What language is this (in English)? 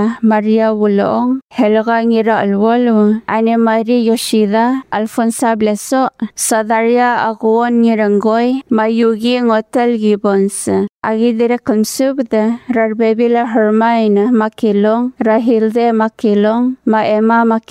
Palauan